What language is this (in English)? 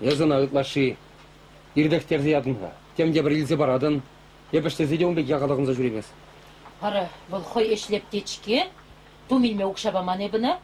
Chuvash